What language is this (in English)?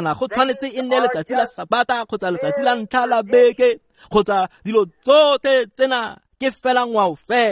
Tswana